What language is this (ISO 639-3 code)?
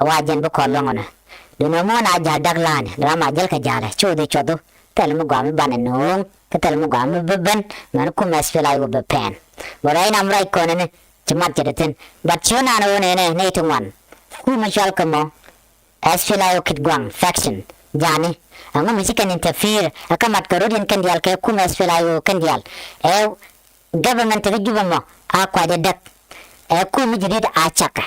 nus